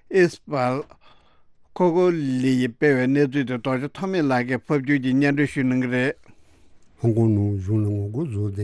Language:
Tibetan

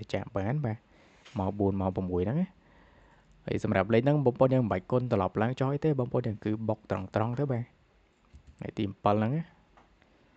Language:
Khmer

